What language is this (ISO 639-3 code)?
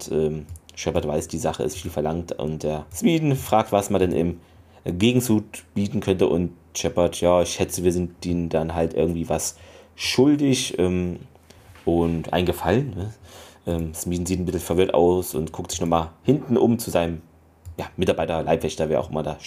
deu